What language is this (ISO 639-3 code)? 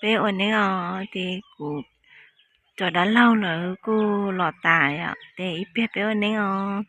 hmn